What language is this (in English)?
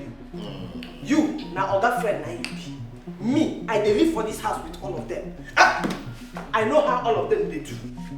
Nigerian Pidgin